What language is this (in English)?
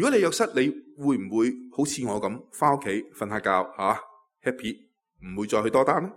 Cantonese